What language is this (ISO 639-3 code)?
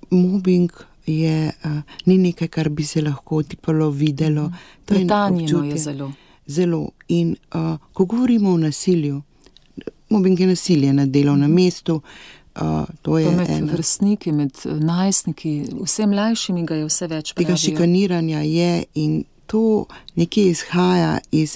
slv